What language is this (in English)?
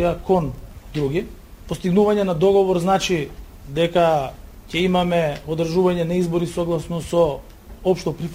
Macedonian